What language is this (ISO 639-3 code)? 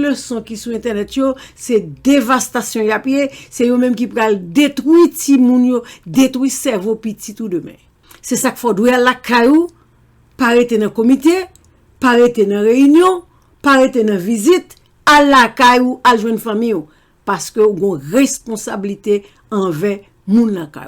hat